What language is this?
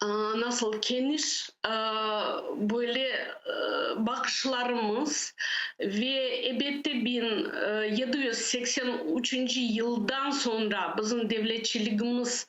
Crimean Tatar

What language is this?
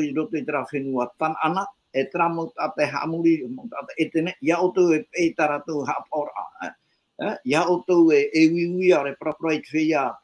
Tahitian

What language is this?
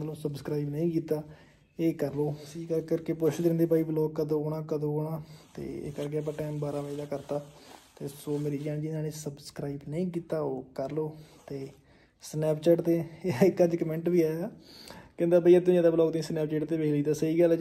Punjabi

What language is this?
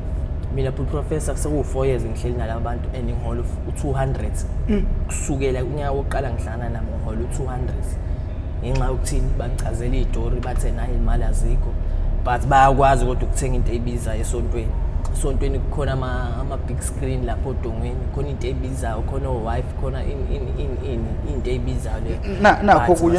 Zulu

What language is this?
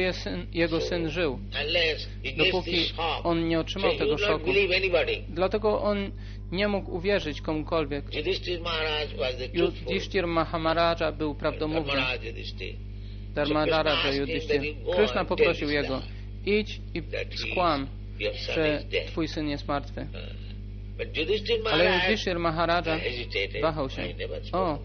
Polish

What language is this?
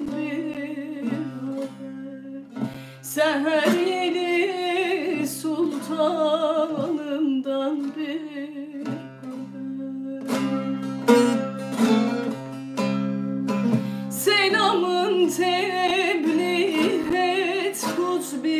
Turkish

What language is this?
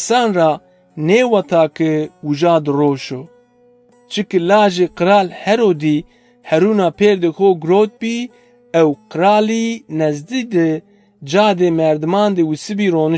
Zaza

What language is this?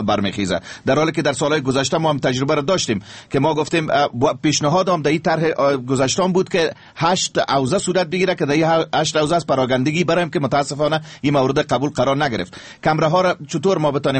Persian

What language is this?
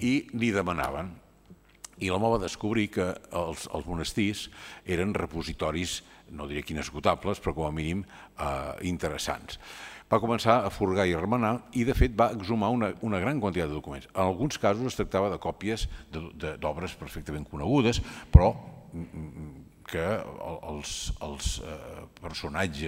Catalan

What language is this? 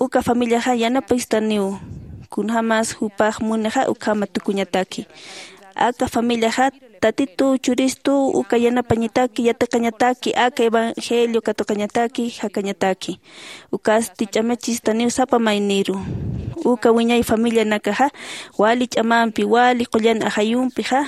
Aymara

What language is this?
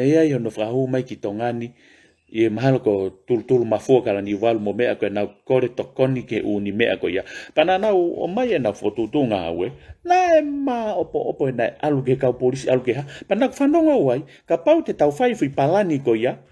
Tongan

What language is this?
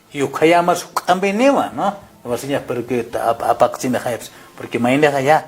Aymara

